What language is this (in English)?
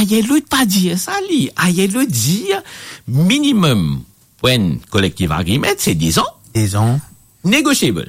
Morisyen